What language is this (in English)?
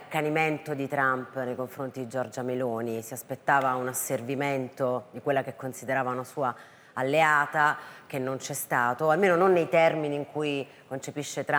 Italian